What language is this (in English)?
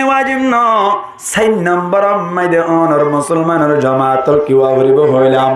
Rohingya